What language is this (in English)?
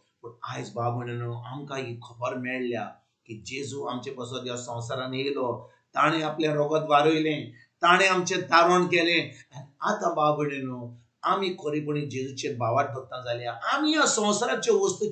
Konkani